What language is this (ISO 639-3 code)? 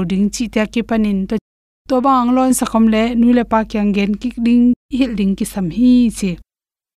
ctd